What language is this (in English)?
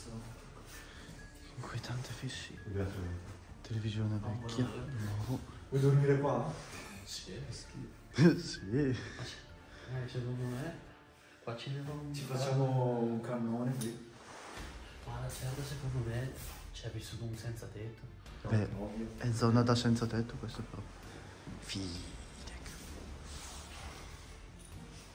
Italian